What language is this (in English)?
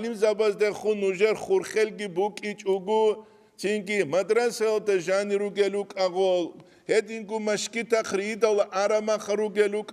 Avaric